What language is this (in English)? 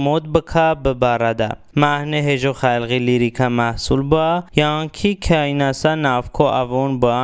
Talysh